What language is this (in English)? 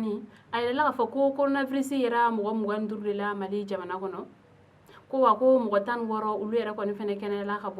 Bambara